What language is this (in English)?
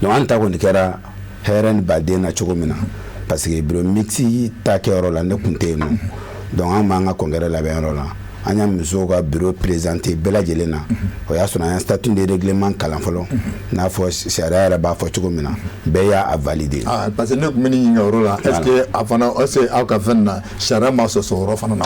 Bambara